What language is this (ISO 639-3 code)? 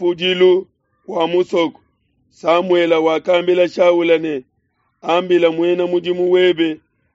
lua